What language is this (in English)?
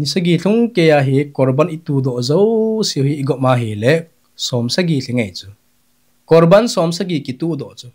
Thado Chin